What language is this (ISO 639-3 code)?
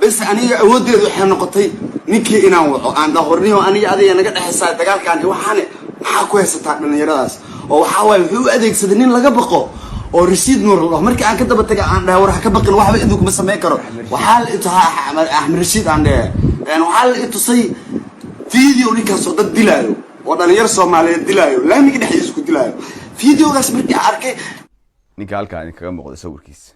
som